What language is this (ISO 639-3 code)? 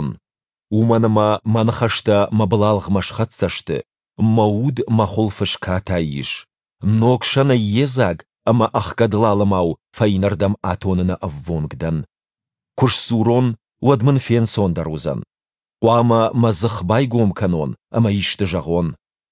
oss